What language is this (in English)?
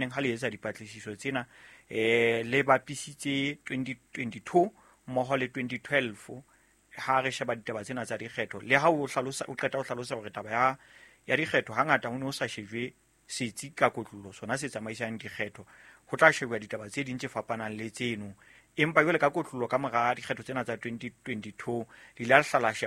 Southern Sotho